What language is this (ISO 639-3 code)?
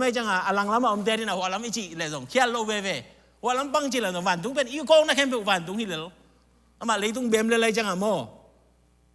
ctd